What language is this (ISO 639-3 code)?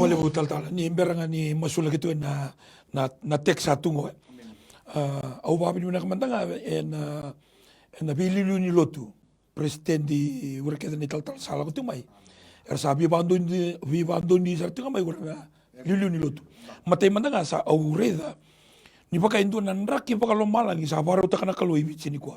fij